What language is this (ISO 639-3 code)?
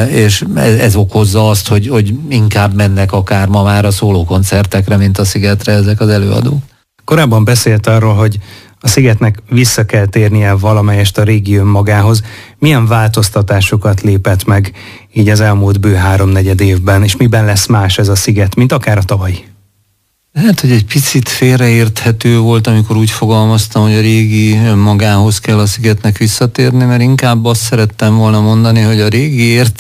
hun